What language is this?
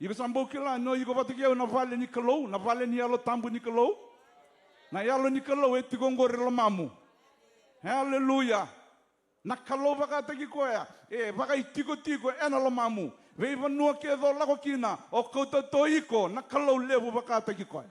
Fijian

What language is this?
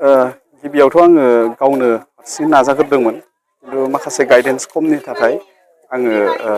Bodo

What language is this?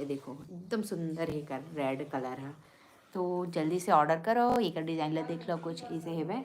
Chhattisgarhi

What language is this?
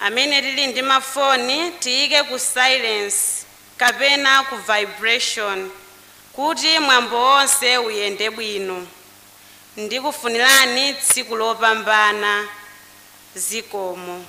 Nyanja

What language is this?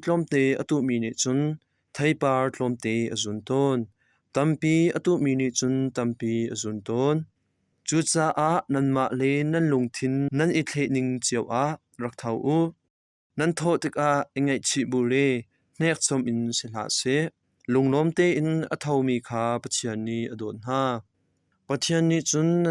Hakha Chin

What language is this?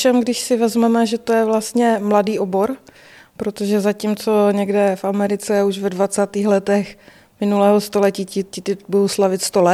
Czech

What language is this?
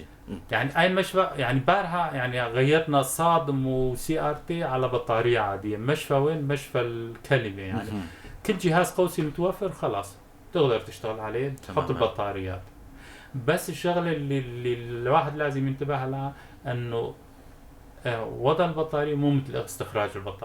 North Levantine Arabic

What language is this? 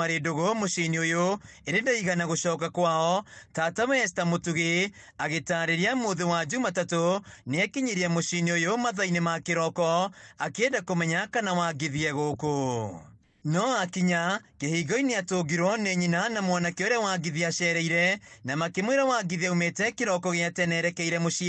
Kikuyu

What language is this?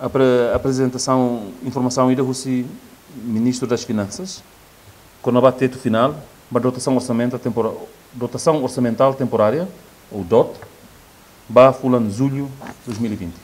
Tetum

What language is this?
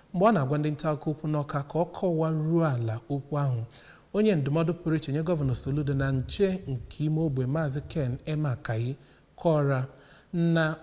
Igbo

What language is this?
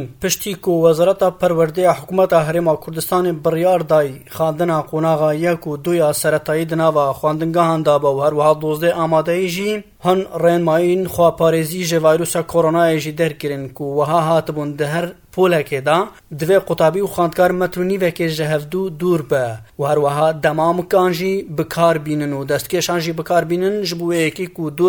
Kurdish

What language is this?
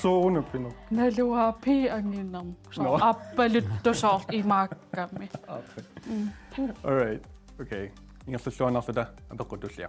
Kalaallisut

